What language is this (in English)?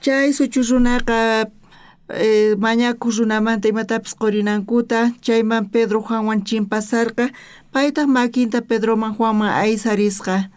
South Bolivian Quechua